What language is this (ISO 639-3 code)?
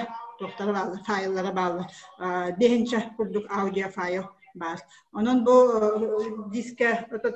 sah